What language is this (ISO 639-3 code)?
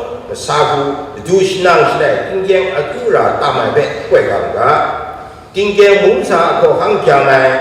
kac